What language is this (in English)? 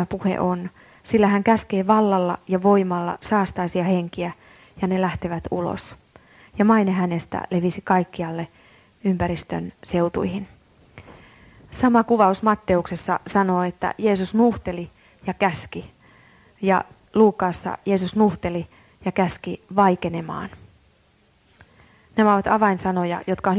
Finnish